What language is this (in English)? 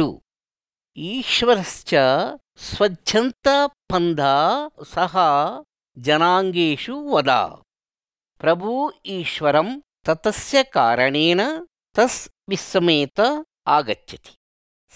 Sanskrit